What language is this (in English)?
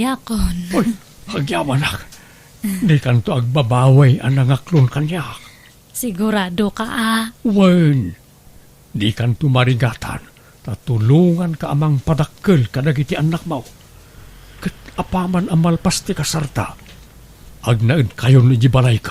Iloko